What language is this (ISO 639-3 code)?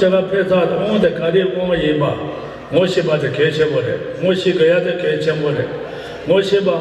bod